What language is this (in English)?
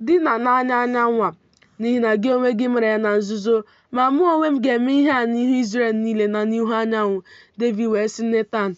Igbo